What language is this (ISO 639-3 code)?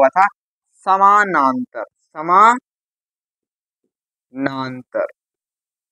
hin